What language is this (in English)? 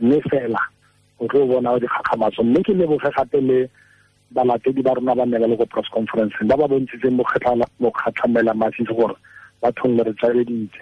Tswana